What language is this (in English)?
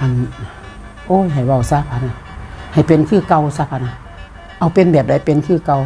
Lao